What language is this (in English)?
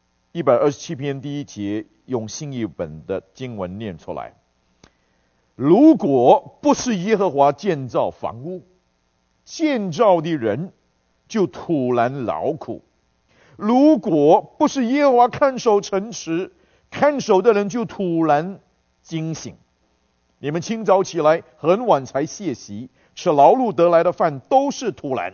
Chinese